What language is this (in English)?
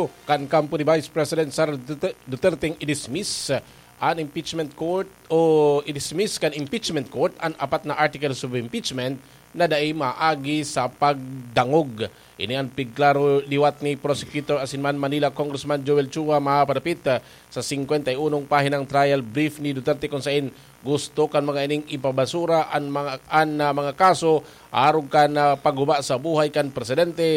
Bikol